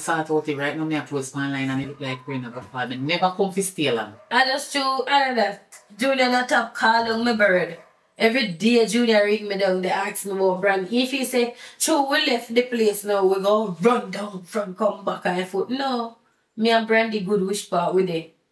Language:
Jamaican Creole English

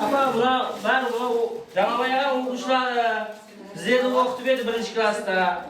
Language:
Kara-Kalpak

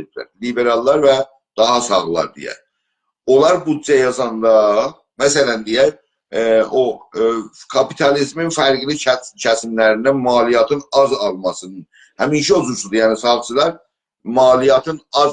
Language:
South Azerbaijani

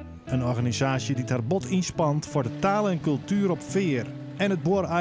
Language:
Western Frisian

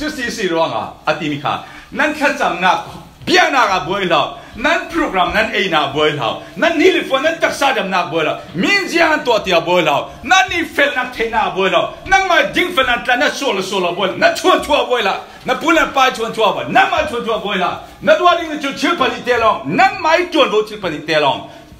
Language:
Falam Chin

